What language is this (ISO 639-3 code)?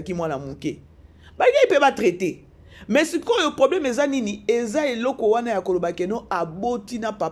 lin